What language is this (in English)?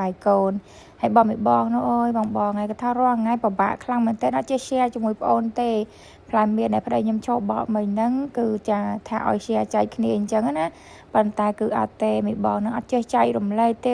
Khmer